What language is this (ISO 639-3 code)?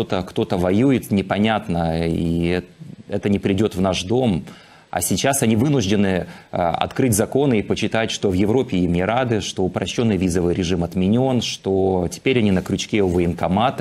rus